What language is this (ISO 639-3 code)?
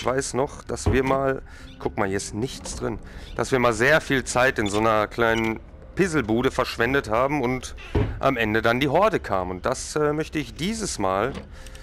deu